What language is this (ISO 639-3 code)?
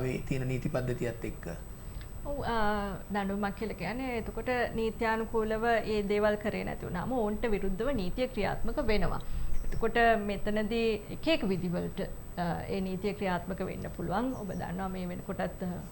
sin